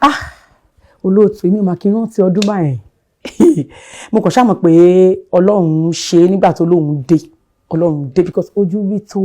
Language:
Yoruba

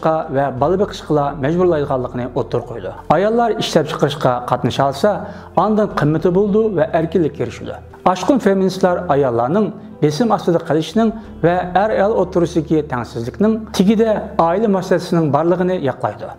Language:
Uyghur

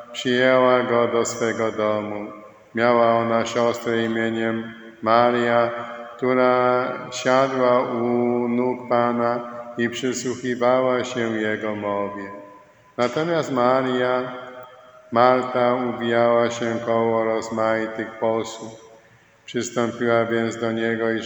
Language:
Polish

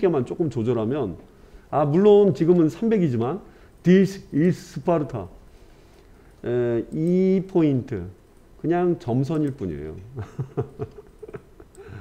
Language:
Korean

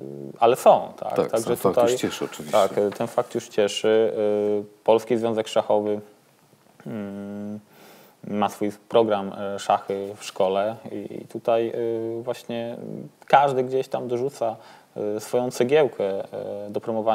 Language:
Polish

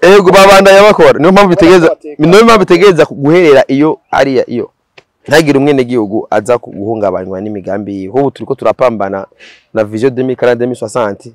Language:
Rundi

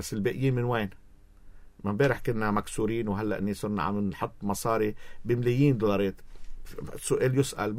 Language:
North Levantine Arabic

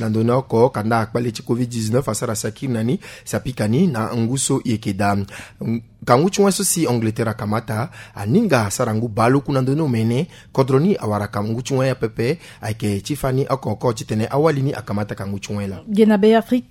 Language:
Sango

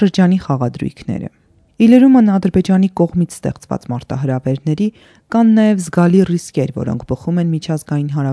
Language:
Armenian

